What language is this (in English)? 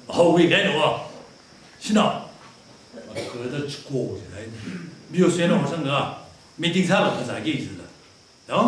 Tangkhul Naga (India)